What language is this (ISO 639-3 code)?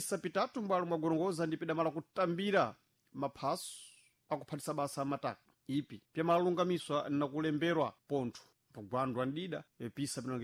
seh